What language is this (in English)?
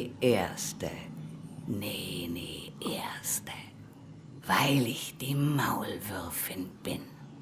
Swiss German